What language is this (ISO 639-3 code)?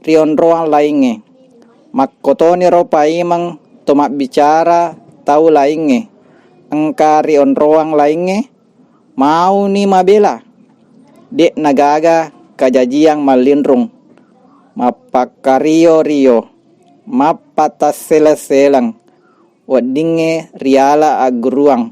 bug